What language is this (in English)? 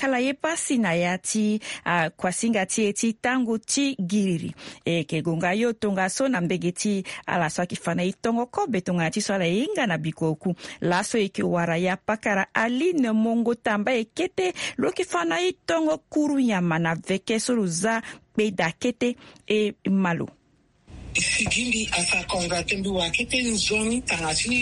Sango